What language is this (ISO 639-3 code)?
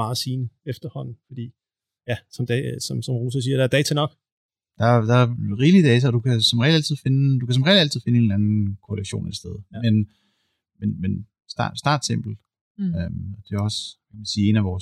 dan